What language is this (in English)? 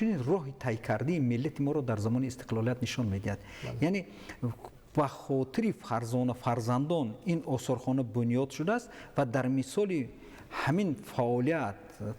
Tajik